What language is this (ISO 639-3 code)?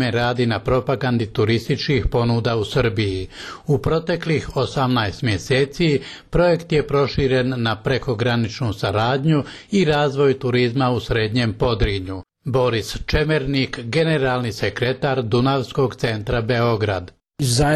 bos